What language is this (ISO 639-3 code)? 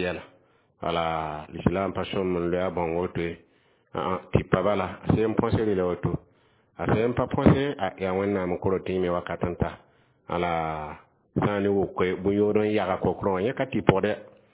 mos